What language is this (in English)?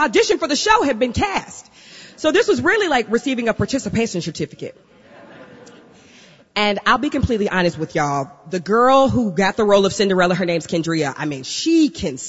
English